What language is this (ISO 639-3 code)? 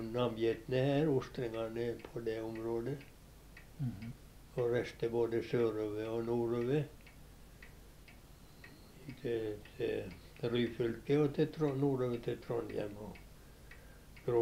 nor